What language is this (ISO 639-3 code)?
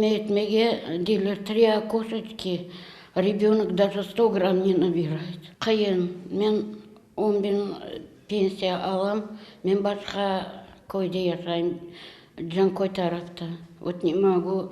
crh